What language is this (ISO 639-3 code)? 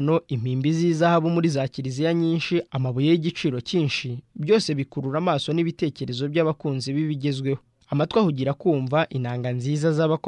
kin